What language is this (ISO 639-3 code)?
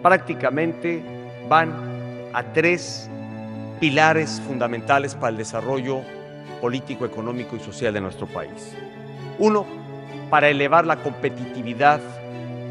spa